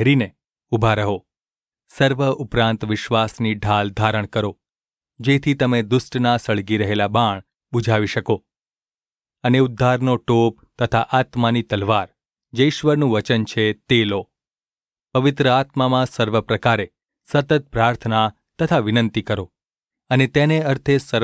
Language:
Gujarati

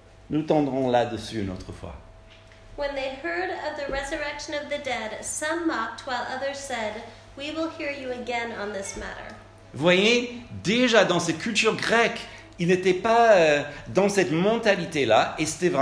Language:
French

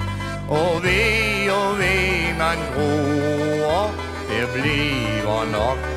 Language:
Danish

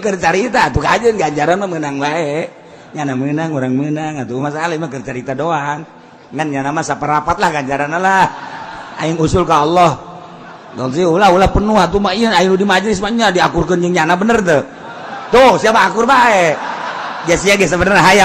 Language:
Sundanese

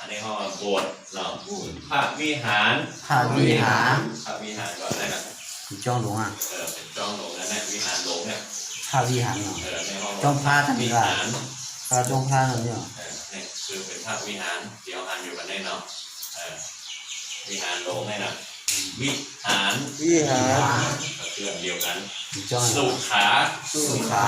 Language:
Shan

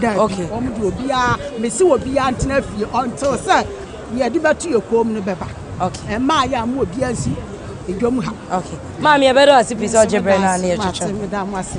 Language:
Akan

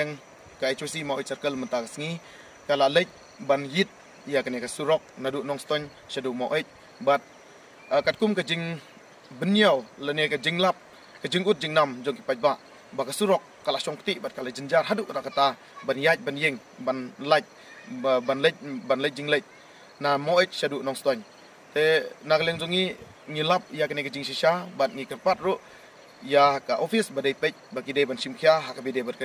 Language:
Khasi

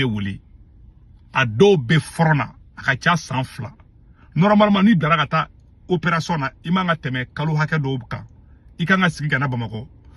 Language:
Bambara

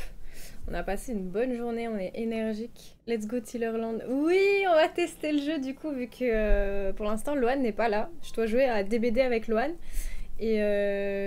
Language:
French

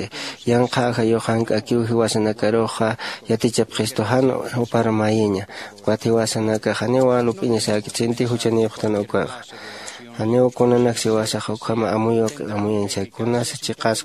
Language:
Aymara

